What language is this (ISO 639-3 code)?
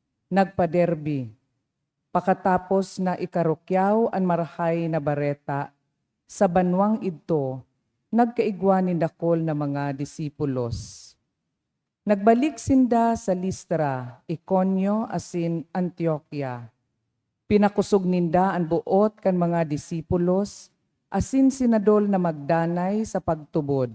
bik